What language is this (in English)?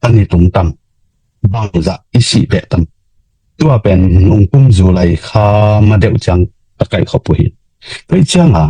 Tedim Chin